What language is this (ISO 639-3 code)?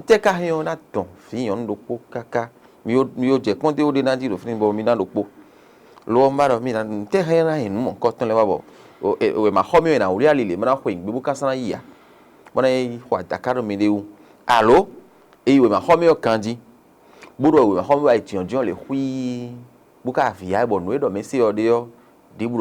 fon